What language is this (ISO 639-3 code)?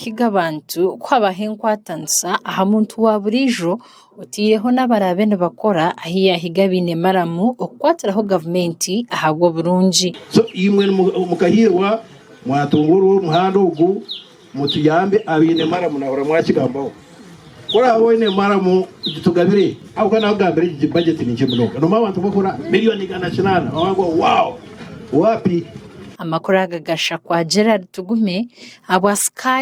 nyn